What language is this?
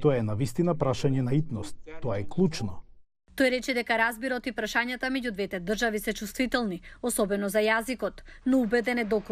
Macedonian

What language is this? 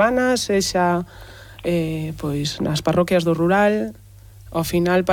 Galician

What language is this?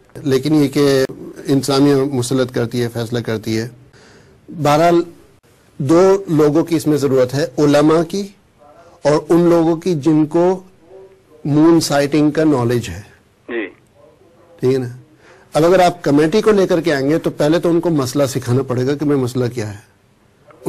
Urdu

